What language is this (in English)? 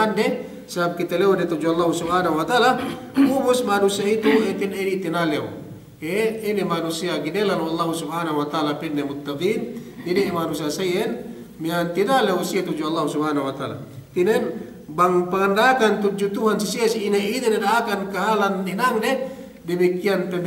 Yakan